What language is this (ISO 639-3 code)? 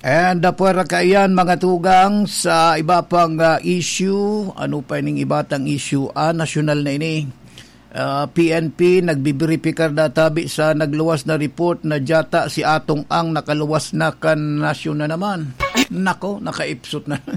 bik